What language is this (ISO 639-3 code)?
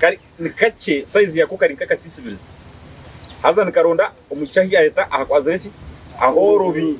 nyn